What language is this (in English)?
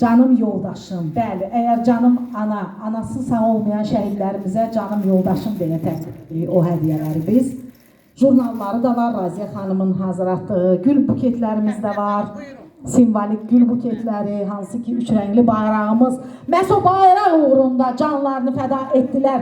Azerbaijani